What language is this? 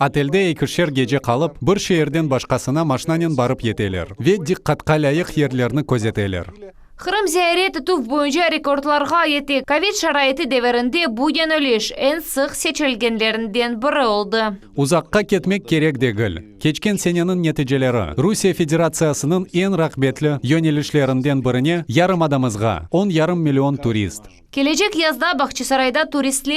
Crimean Tatar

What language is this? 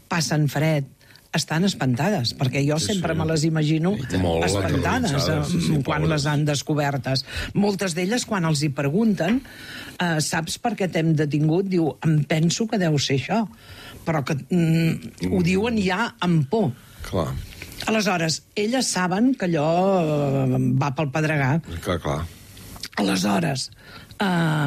Catalan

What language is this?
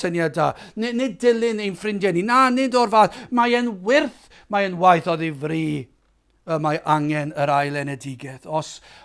Welsh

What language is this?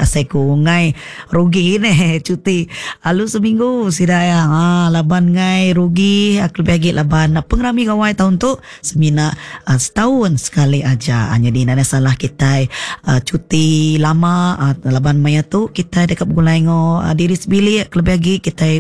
Iban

